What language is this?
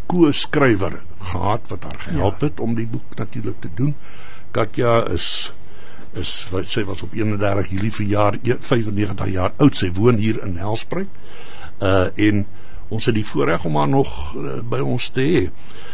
Afrikaans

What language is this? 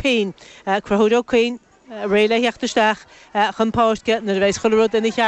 Irish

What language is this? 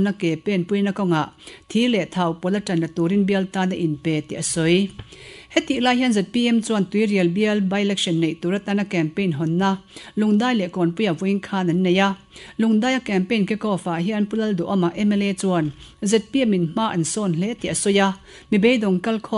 Mizo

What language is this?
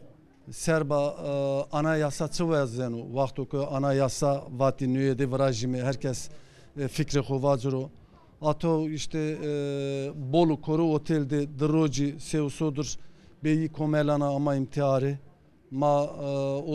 Zaza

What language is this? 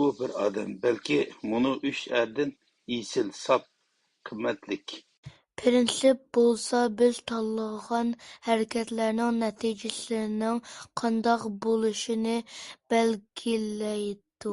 Uyghur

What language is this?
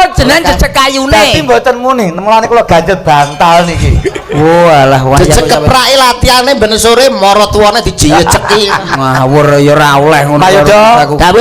Javanese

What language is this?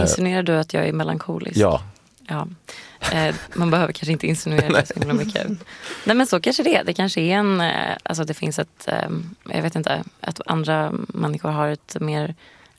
Swedish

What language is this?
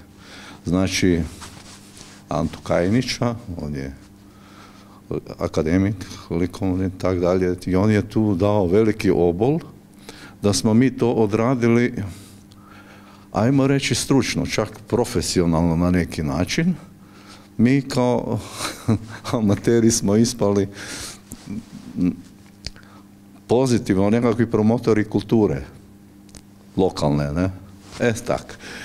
Croatian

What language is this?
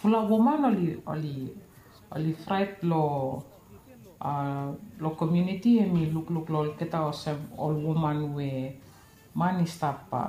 Bislama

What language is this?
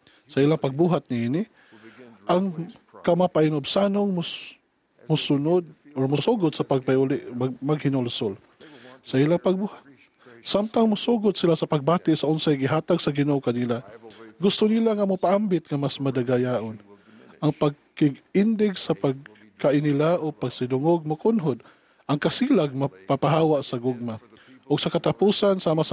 Cebuano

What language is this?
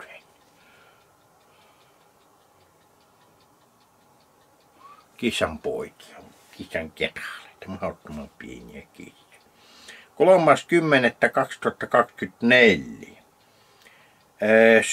Finnish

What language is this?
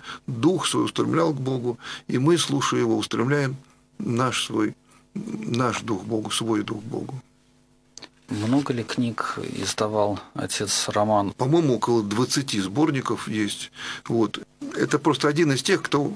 Russian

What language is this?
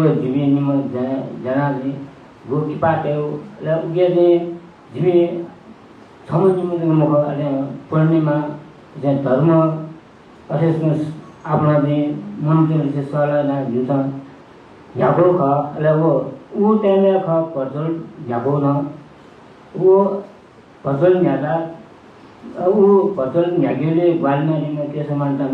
Newari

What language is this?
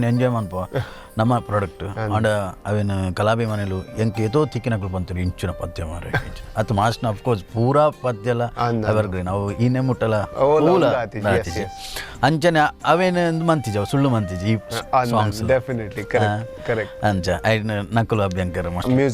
Tulu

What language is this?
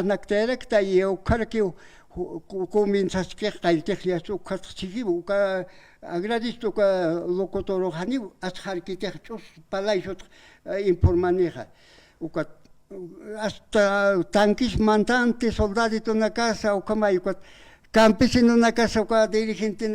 Aymara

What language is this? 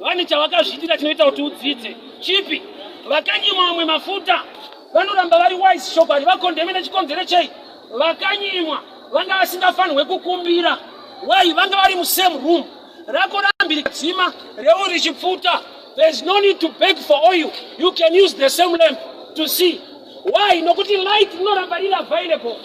Shona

